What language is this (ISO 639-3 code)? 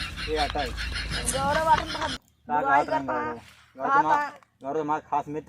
awa